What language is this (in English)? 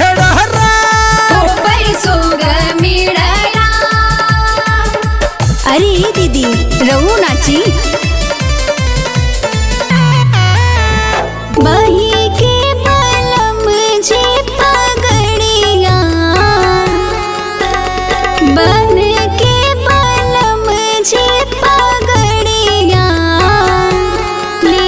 Bhojpuri